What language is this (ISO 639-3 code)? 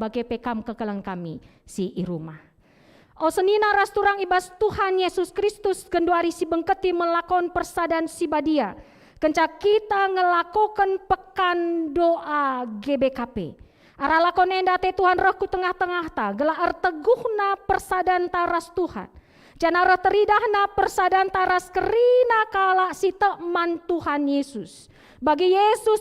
btx